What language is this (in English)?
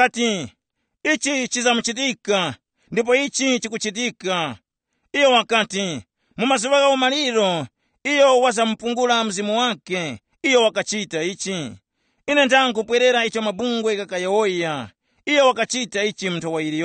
Tumbuka